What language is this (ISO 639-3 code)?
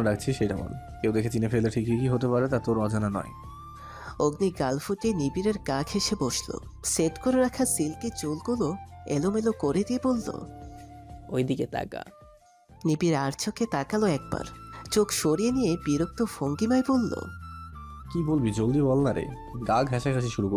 ben